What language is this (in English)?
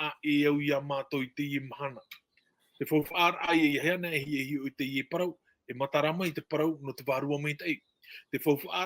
Tahitian